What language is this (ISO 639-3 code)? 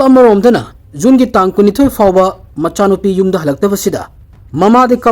mni